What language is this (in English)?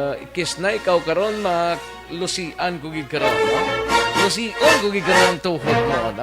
Hiligaynon